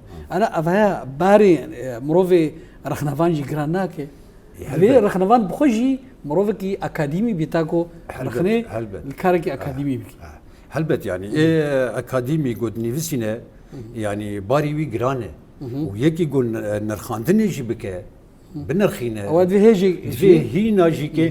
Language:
Kurdish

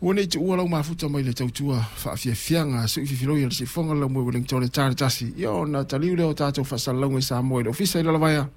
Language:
Samoan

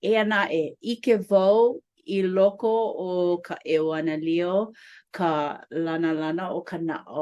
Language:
Hawaiian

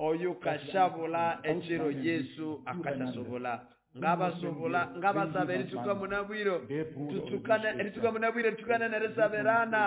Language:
Nande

